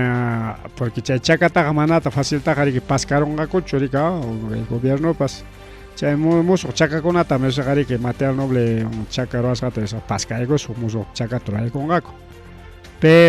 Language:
Ayacucho Quechua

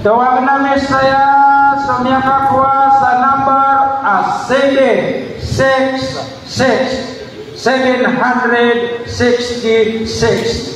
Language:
Maranao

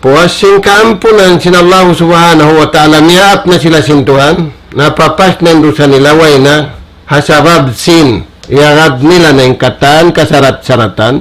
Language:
Tausug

